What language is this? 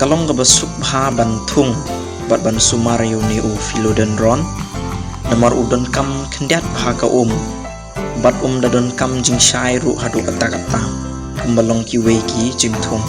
Khasi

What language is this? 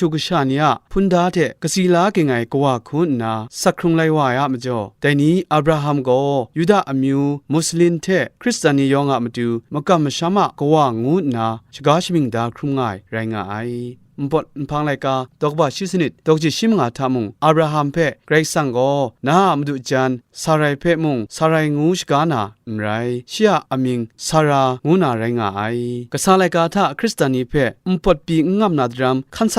Kachin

